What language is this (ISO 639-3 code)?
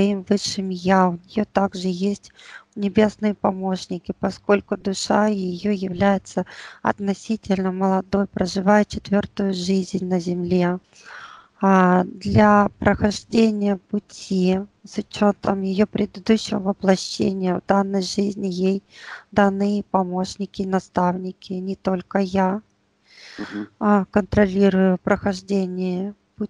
rus